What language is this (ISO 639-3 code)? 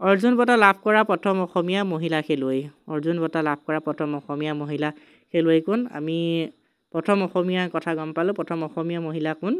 asm